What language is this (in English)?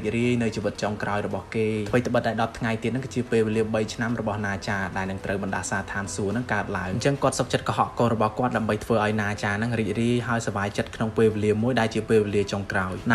Khmer